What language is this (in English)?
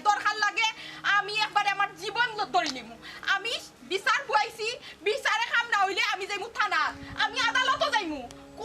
Sylheti